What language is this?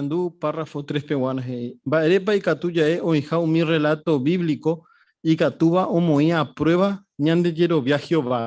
Guarani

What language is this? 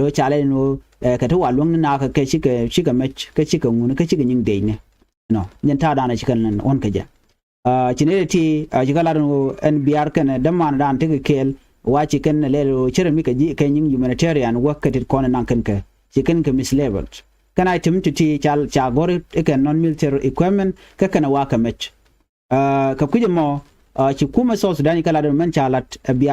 Nuer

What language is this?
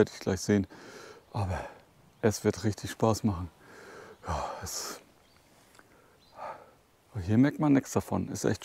German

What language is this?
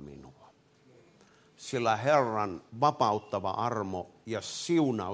Finnish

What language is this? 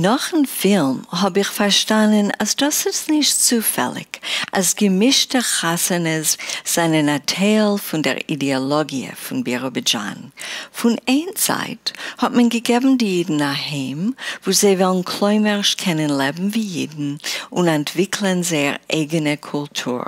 Yiddish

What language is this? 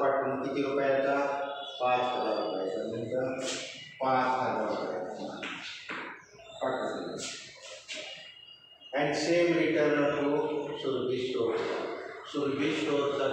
Marathi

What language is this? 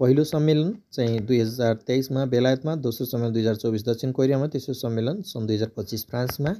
Nepali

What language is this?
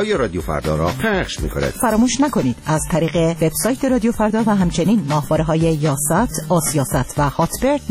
Persian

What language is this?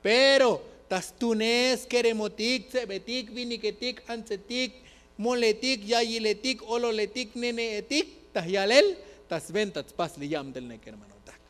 Tzotzil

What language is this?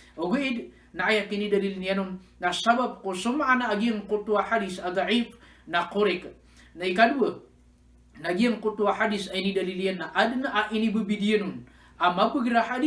Maranao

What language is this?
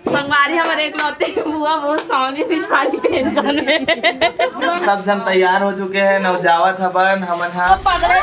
Chhattisgarhi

